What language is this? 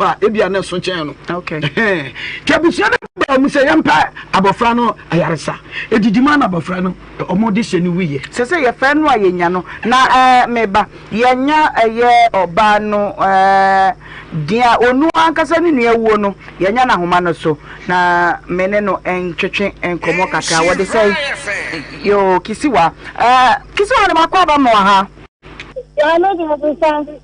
Akan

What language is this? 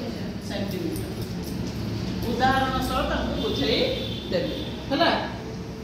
Odia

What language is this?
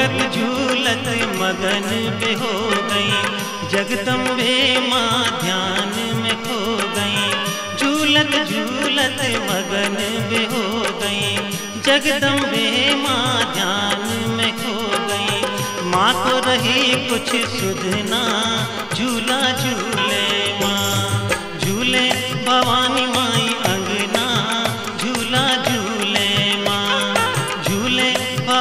Bundeli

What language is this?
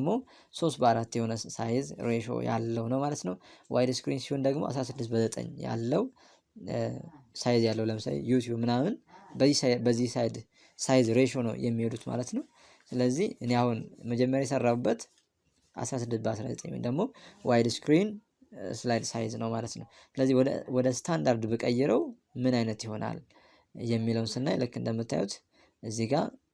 Amharic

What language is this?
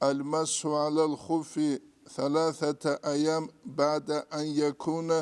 Avaric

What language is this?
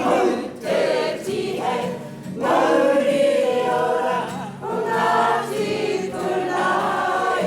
Māori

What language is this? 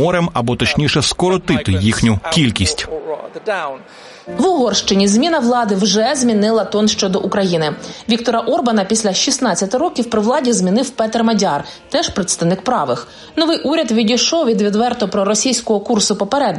Ukrainian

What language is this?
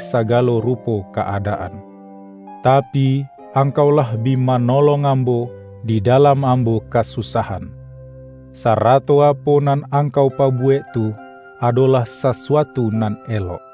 Minangkabau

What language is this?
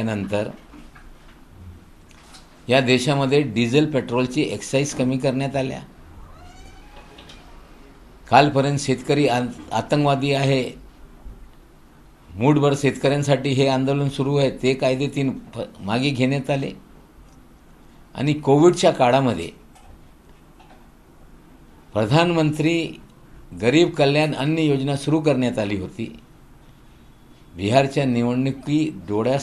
Marathi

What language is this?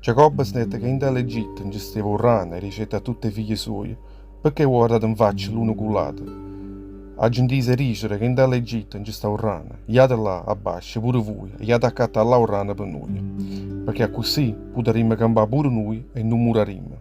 Neapolitan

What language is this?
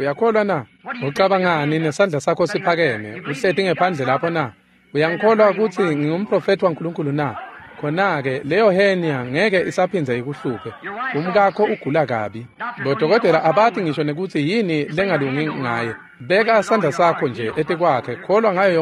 Swati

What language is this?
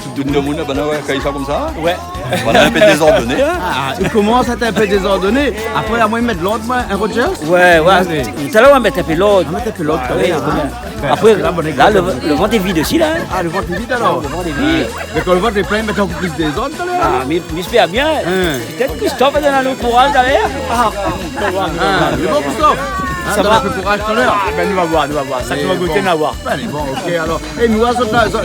Réunion Creole French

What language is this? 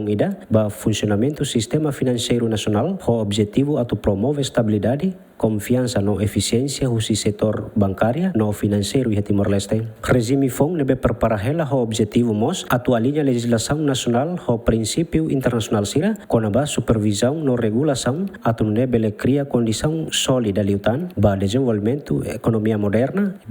Tetum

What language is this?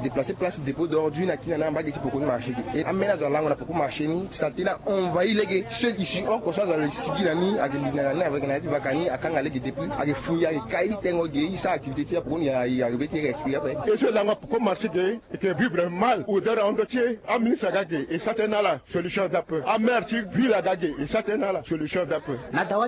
Sango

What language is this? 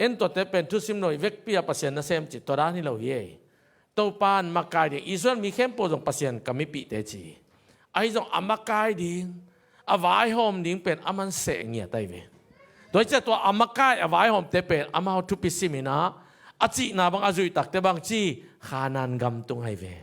Tedim Chin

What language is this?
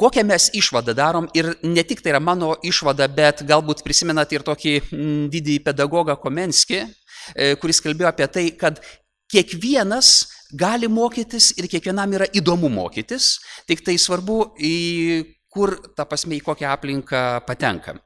Lithuanian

